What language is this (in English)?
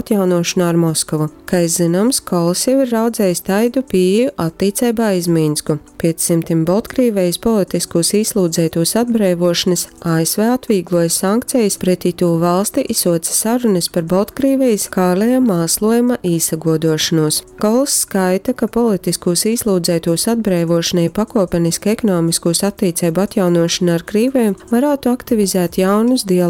Latgalian